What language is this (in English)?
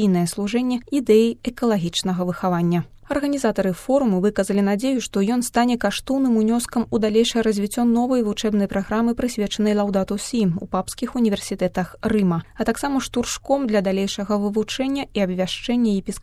Belarusian